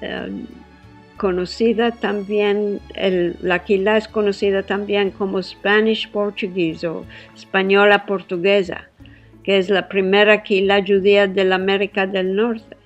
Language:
Ladino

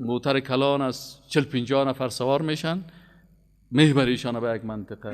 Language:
Persian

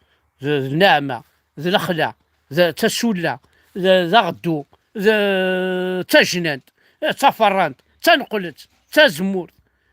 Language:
Kabyle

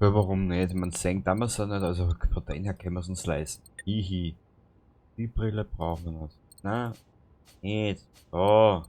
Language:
Bavarian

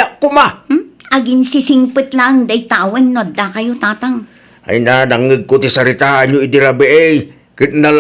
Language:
Iloko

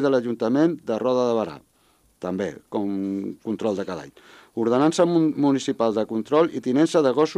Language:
Catalan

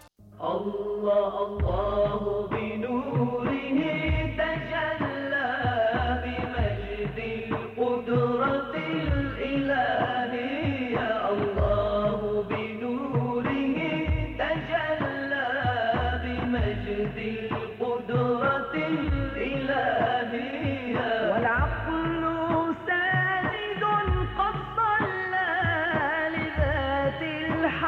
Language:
Bosnian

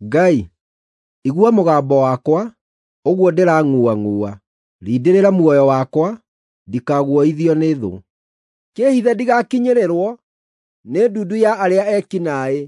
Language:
Kikuyu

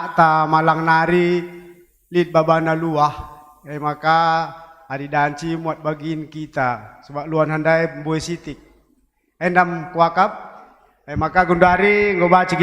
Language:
Batak Karo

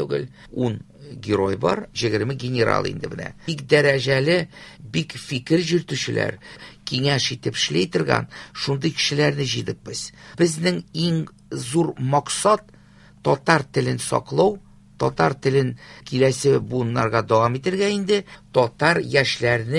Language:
Tatar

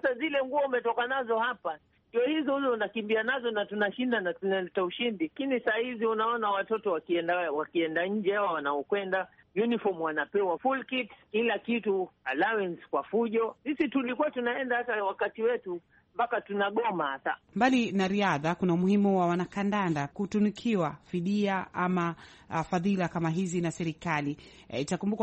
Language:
Swahili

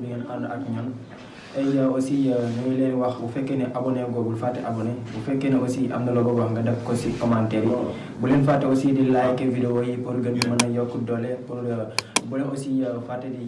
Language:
Wolof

